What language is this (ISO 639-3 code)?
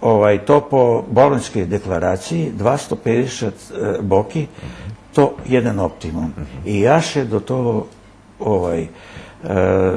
rue